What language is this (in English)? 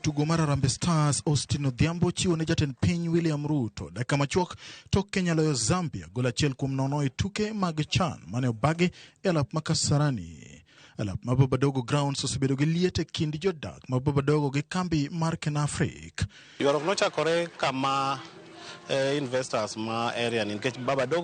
Luo (Kenya and Tanzania)